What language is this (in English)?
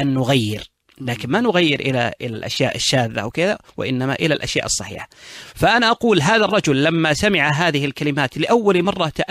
Najdi Arabic